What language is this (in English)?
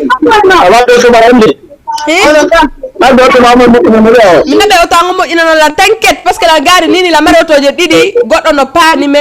Fula